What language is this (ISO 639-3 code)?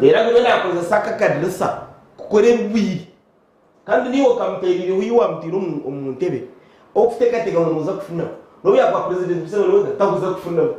nyn